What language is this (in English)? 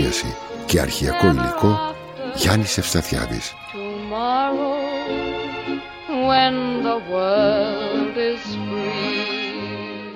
Greek